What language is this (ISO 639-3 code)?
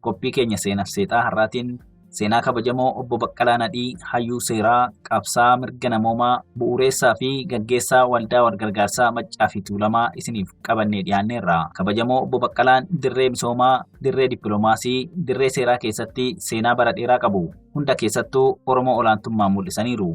orm